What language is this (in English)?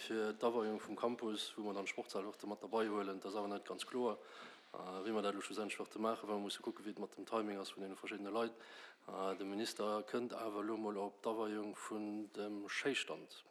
Luxembourgish